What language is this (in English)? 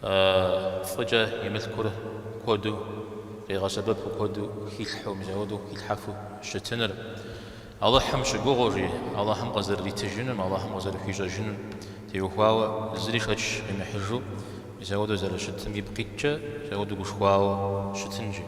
Kabardian